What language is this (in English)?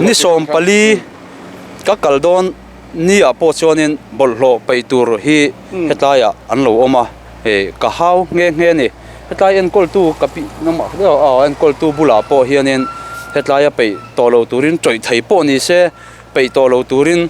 Mizo